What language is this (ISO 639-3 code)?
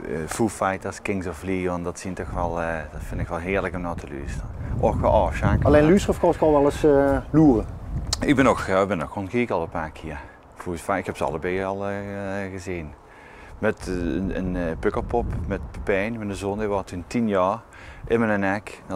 lim